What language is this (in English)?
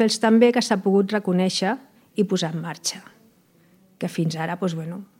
Catalan